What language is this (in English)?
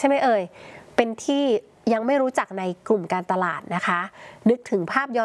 Thai